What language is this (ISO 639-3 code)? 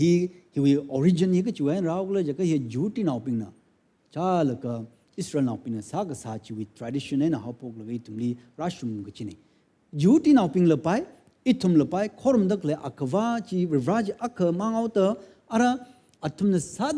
nmf